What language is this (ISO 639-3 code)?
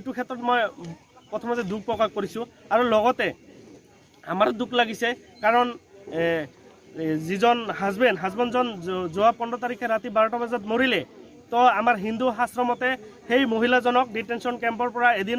asm